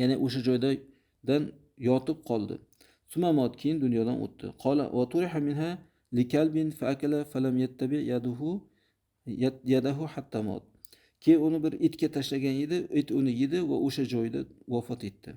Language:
Uzbek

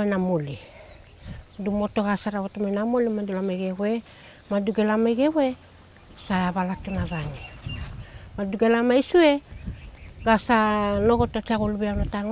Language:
Fijian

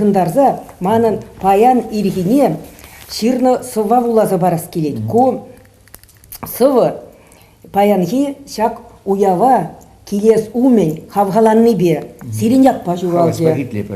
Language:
Chuvash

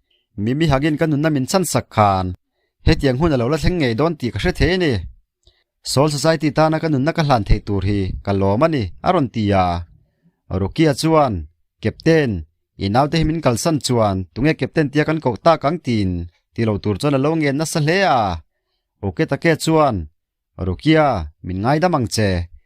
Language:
Mizo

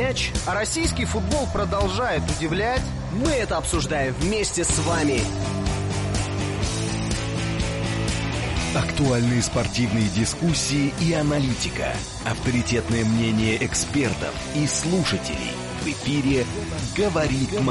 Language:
Russian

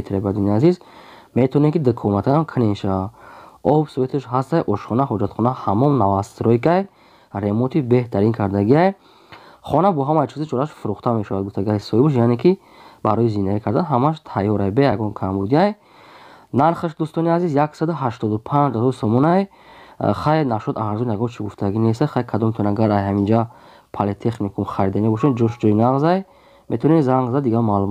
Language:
Tajik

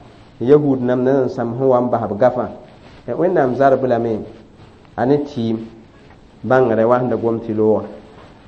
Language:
Mossi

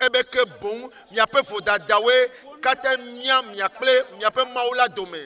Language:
Ewe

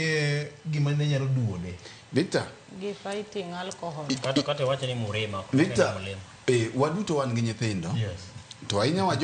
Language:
Luo (Kenya and Tanzania)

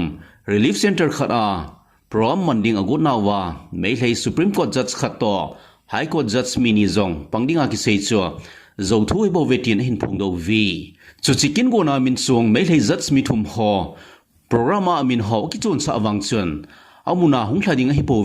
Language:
Thado Chin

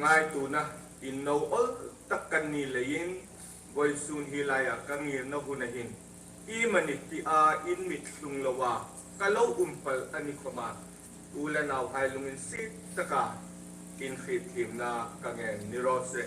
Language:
Hmar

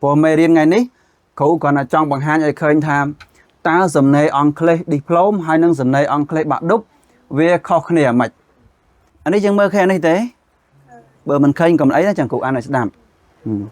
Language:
Khmer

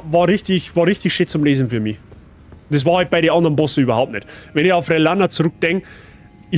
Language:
Bavarian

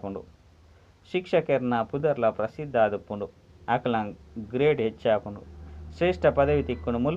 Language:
Tulu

